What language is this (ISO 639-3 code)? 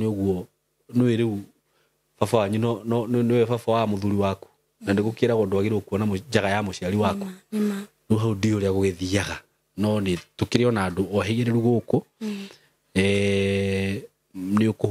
kik